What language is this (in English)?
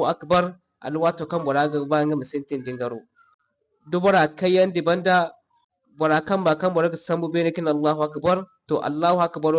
Zarma